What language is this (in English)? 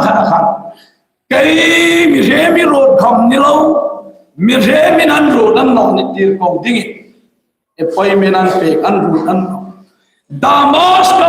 Hmar